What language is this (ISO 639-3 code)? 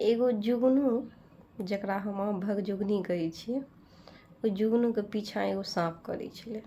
mai